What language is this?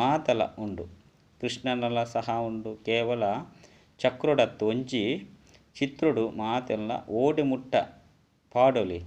Tulu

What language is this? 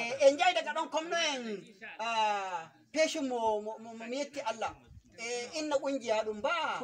Nigerian Fulfulde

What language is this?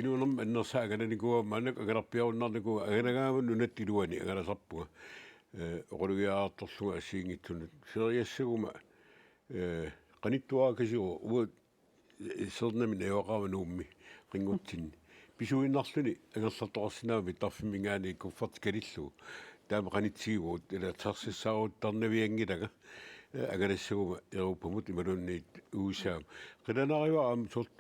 Kalaallisut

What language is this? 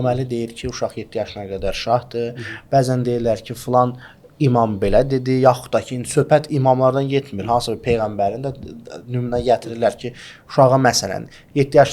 Azerbaijani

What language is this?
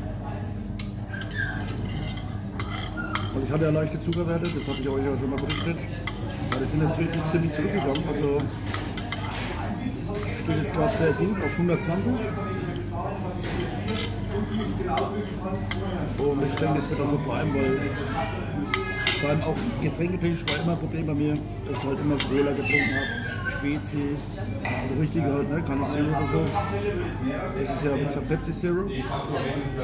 German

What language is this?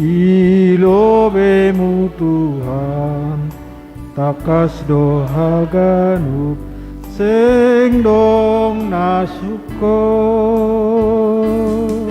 Batak Simalungun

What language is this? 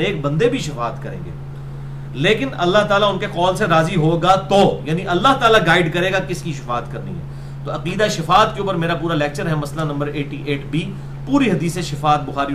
Urdu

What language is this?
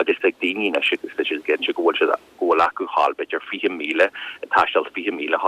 Irish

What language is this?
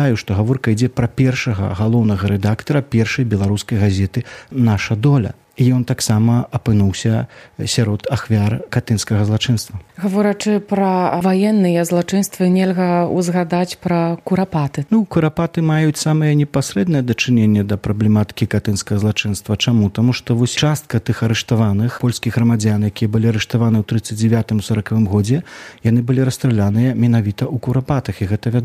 Belarusian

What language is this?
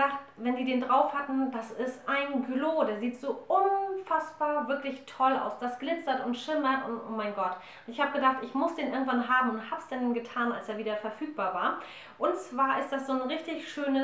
German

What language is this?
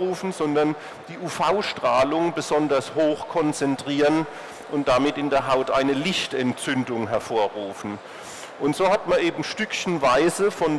German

